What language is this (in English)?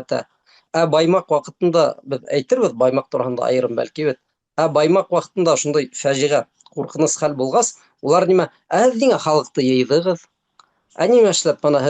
Bashkir